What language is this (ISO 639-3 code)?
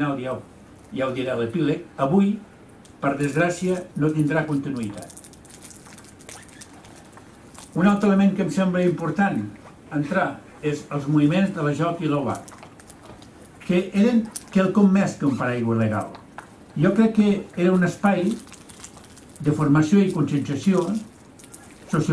cat